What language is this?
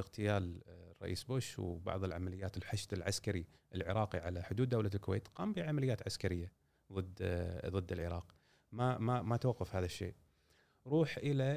Gulf Arabic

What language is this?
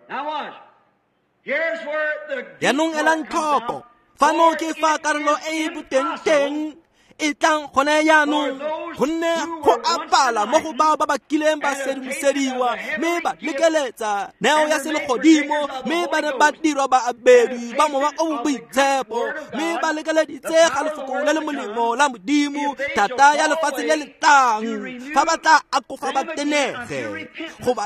Tswana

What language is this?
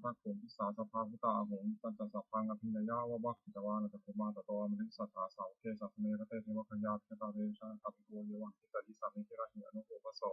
Pali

